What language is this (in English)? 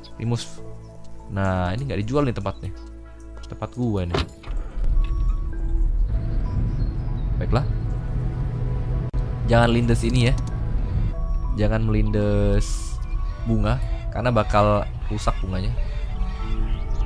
Indonesian